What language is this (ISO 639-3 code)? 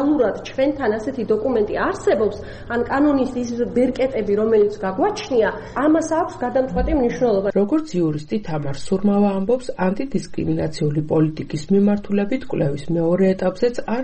kat